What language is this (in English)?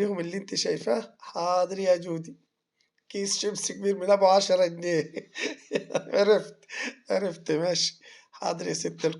Egyptian Arabic